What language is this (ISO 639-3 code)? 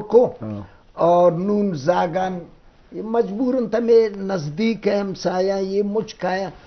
bgp